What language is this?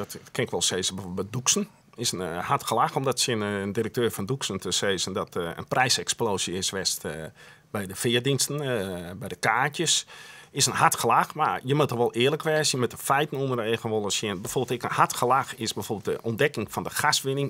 Western Frisian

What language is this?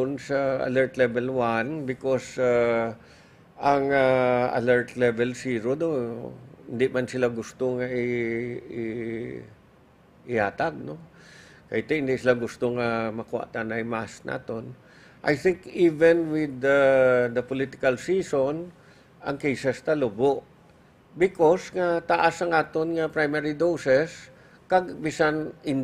Hiligaynon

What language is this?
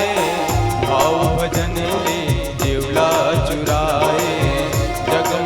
Chhattisgarhi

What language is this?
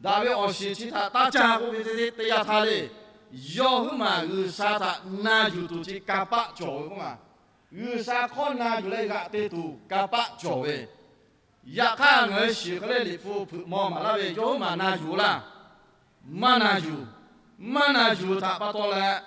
Lahu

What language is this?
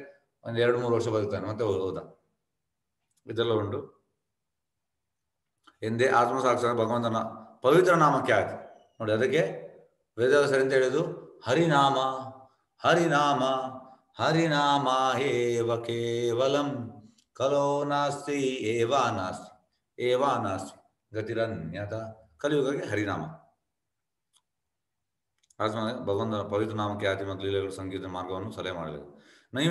Kannada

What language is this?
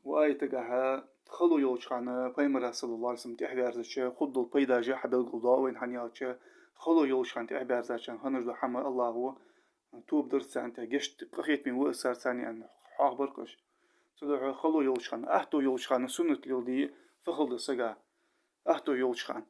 Ingush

